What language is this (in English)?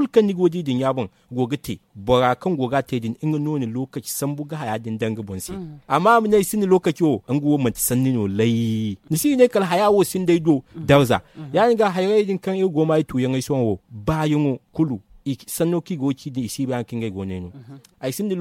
Zarma